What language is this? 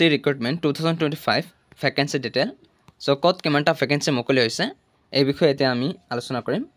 Assamese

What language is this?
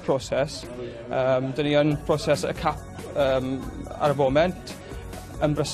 Welsh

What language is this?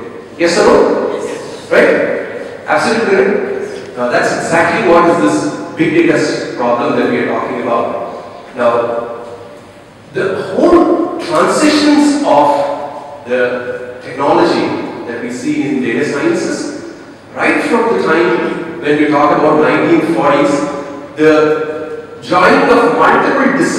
English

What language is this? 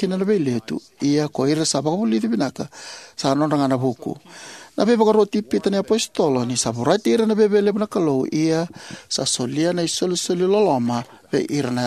Fijian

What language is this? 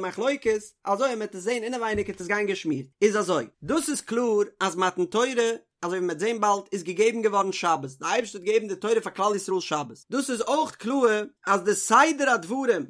Yiddish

